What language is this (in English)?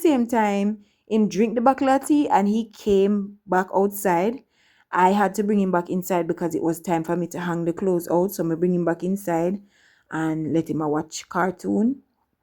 Jamaican Creole English